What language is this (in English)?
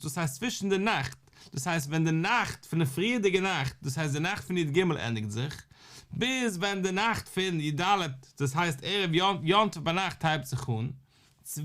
Yiddish